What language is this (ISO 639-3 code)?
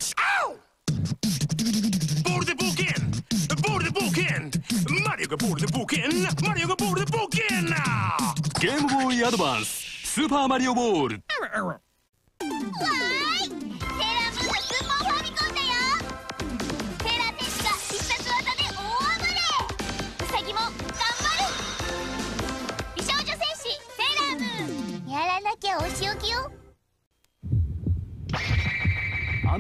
jpn